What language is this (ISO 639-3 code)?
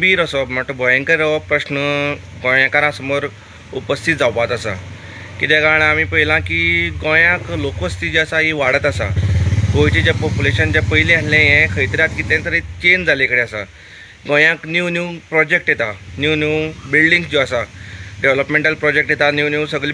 kok